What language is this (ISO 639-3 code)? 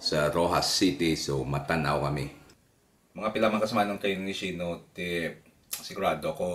hil